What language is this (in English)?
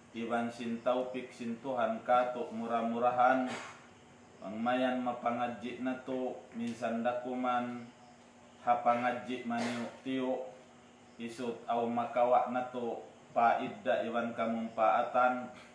Tausug